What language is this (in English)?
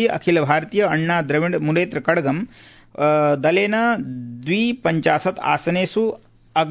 Sanskrit